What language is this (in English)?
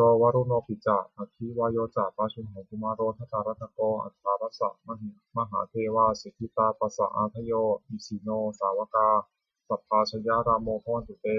Pali